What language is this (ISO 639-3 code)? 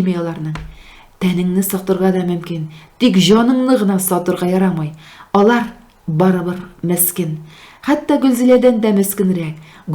tat